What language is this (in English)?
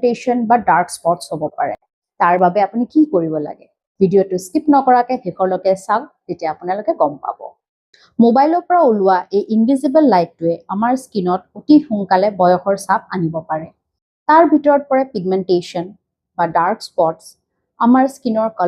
Assamese